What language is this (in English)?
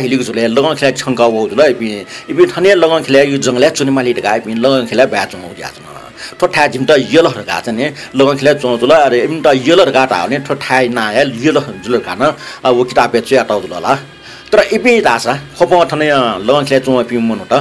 Newari